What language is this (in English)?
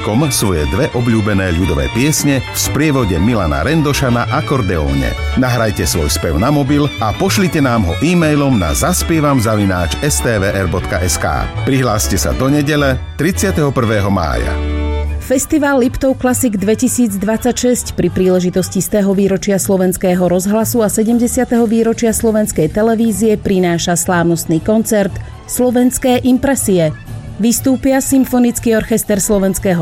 Slovak